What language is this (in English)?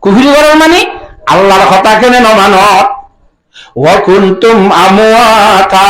Rohingya